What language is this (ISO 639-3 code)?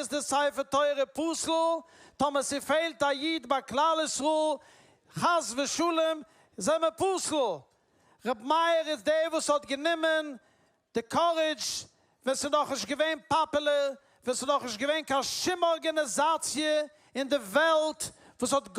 yid